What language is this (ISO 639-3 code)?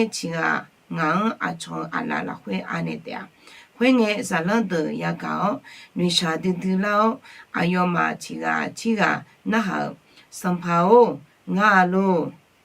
ahk